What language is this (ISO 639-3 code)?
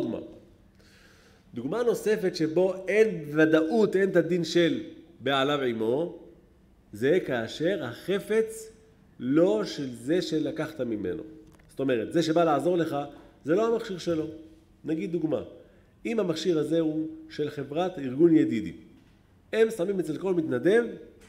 heb